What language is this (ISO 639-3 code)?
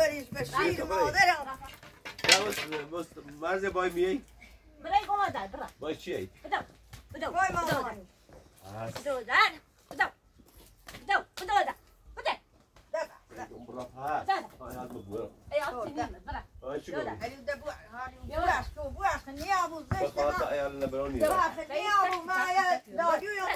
fas